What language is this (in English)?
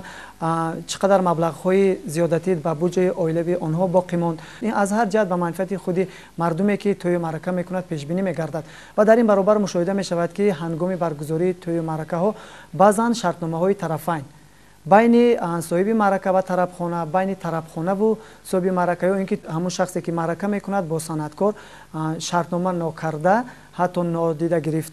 Tajik